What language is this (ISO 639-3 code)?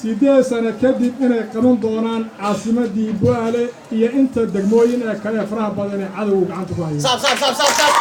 som